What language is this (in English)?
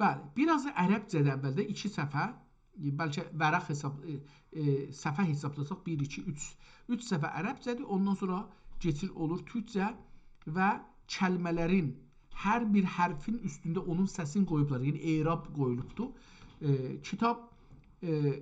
South Azerbaijani